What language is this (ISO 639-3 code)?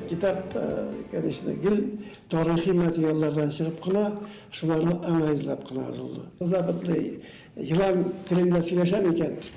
bak